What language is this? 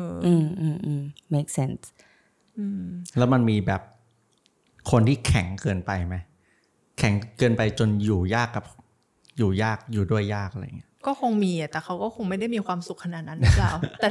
Thai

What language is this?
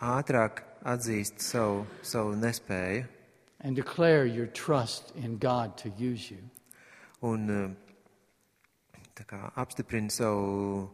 Latvian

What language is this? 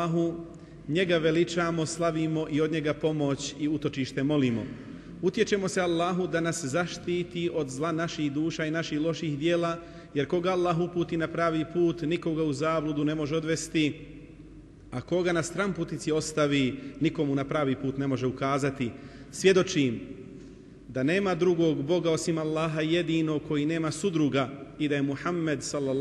Bosnian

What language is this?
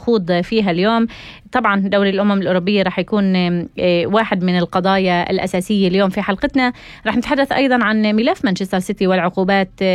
North Levantine Arabic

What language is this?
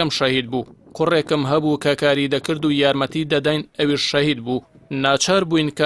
Central Kurdish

